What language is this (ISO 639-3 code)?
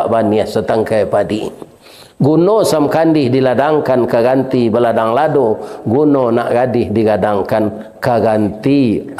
min